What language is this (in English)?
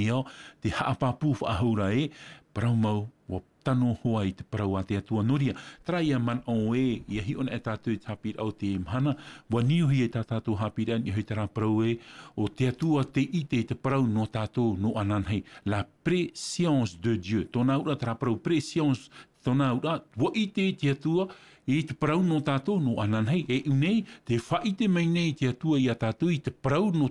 Tahitian